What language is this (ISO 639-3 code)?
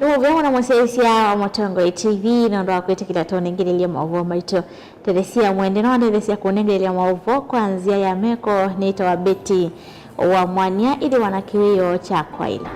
kam